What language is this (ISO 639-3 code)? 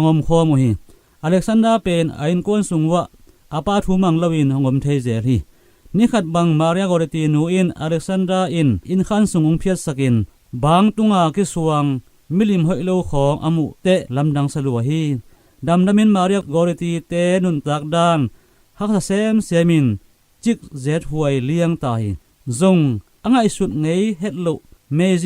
ctd